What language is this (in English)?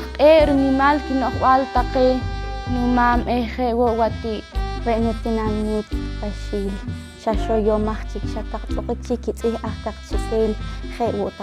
Poqomchi'